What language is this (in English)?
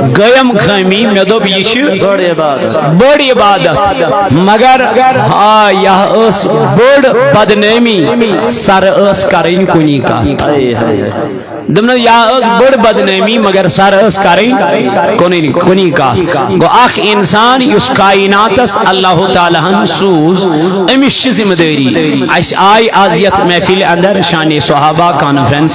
Kashmiri